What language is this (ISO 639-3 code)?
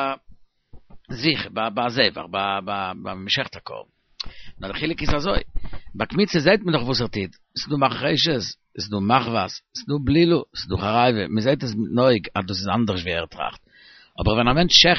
yid